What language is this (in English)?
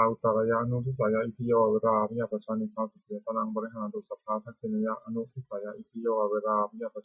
Pali